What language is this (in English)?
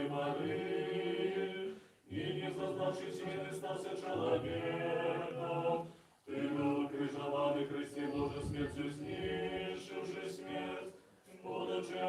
Belarusian